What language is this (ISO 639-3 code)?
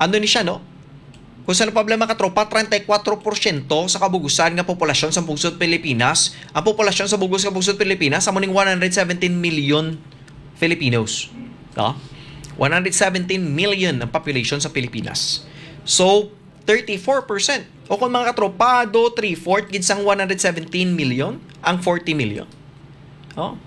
hil